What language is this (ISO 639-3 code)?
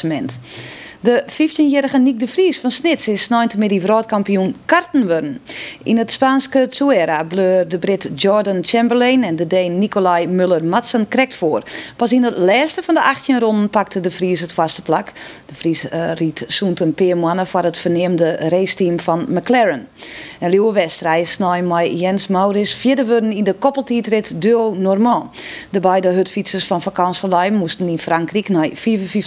fry